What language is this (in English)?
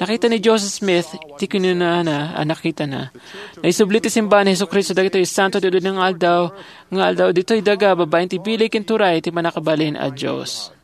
Iloko